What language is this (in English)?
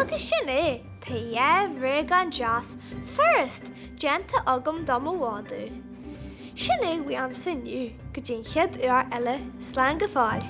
Irish